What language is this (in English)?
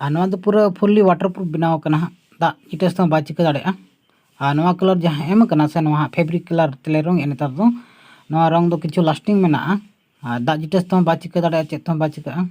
Santali